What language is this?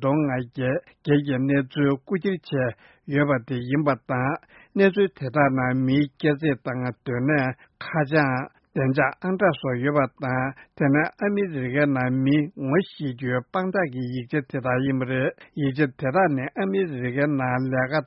Tibetan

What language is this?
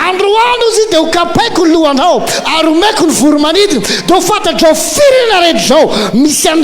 Malagasy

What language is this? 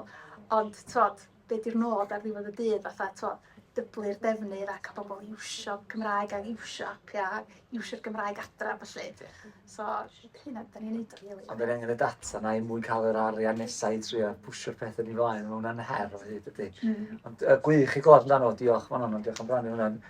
Welsh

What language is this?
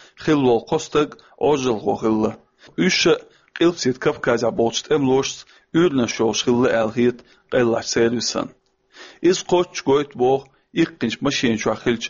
Chechen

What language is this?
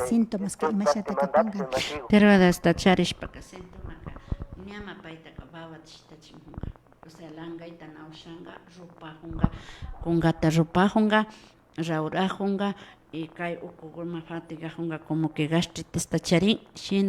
Imbabura Highland Quichua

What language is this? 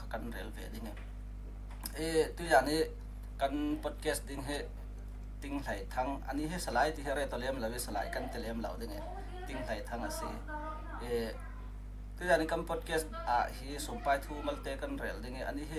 Falam Chin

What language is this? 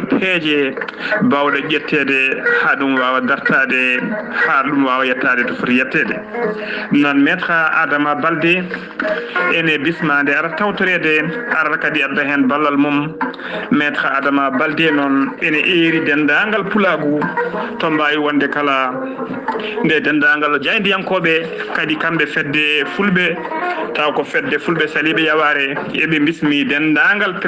Fula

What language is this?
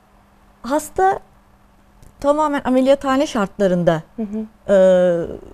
Turkish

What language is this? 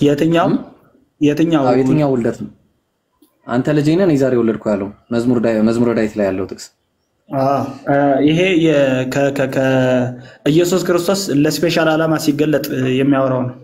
Amharic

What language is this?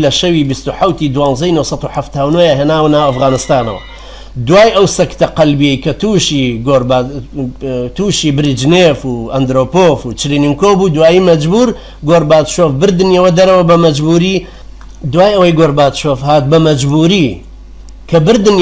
Central Kurdish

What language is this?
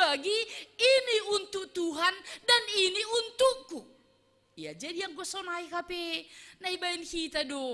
Batak Simalungun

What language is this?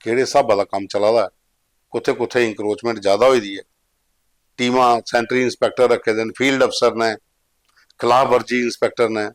Dogri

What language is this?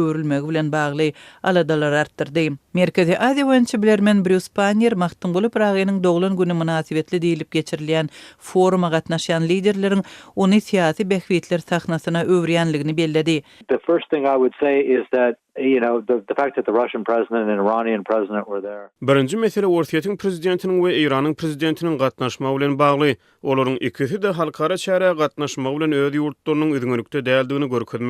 Turkmen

